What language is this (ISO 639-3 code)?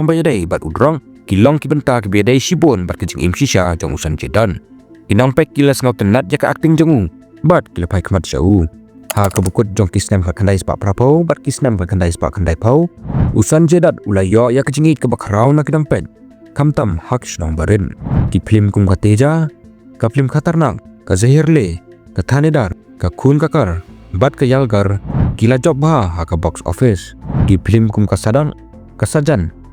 kha